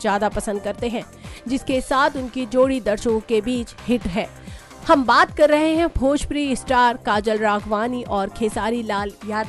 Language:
Hindi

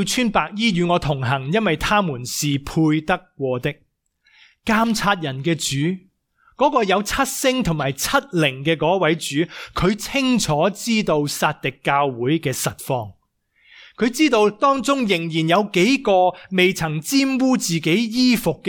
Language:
Cantonese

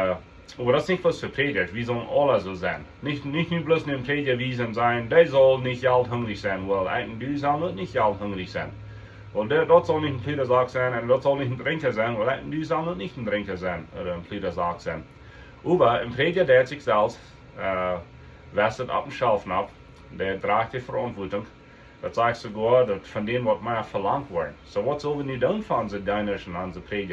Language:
Plautdietsch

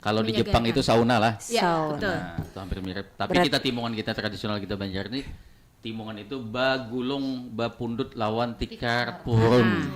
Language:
Banjar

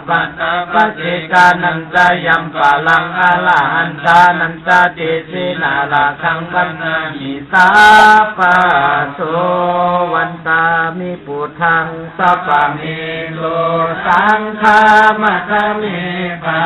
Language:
Pali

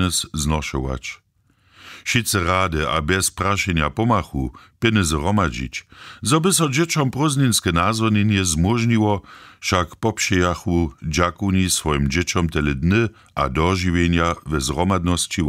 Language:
Upper Sorbian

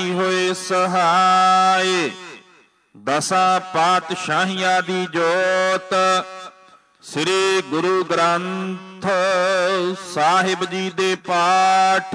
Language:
Punjabi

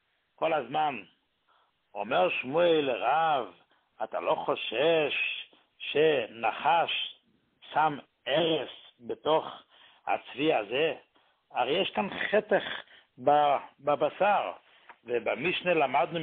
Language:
Hebrew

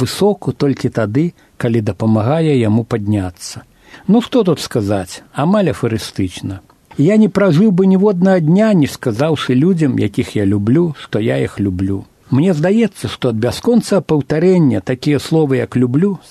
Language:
Belarusian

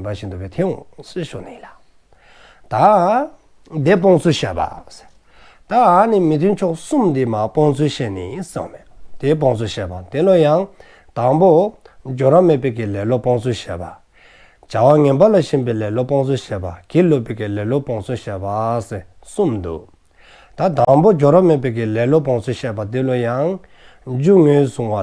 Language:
Dzongkha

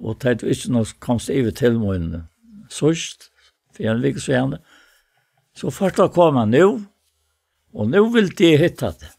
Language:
Faroese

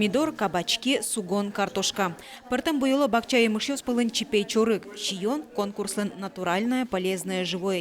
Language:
Udmurt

